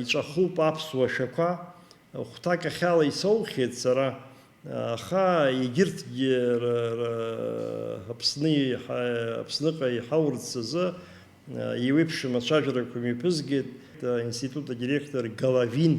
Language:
Abkhazian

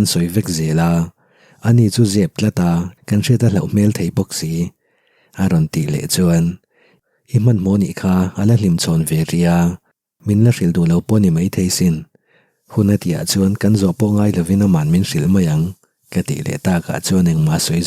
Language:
Mizo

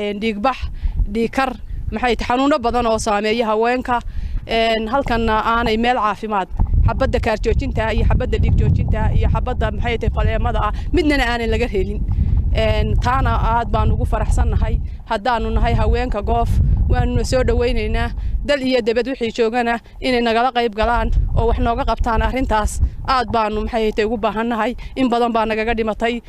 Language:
Somali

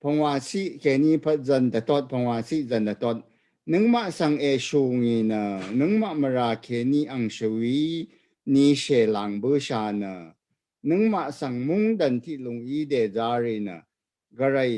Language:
Rawang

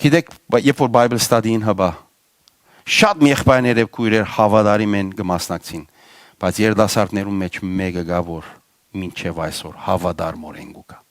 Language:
Western Armenian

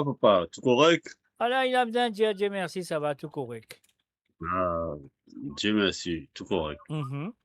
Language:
Morisyen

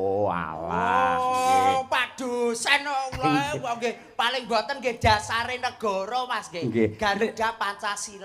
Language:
Javanese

